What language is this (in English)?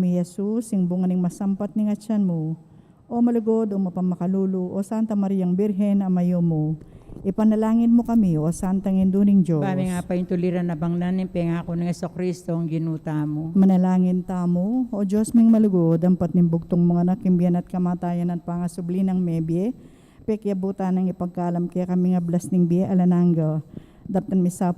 Pampanga